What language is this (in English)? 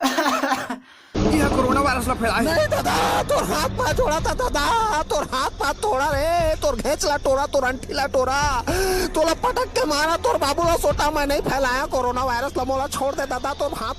Chhattisgarhi